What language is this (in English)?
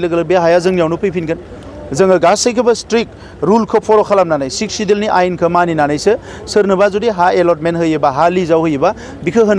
Bodo